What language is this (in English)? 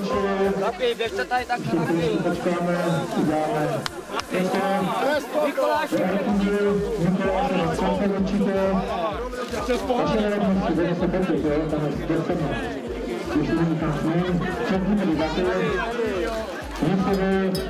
Czech